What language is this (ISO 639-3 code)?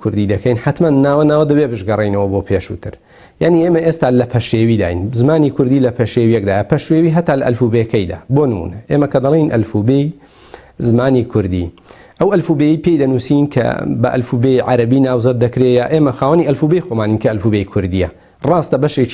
ckb